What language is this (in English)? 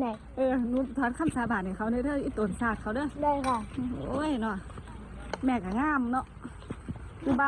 Northeastern Thai